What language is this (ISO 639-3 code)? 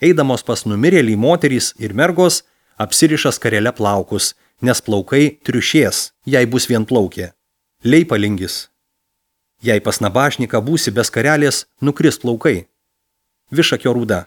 lit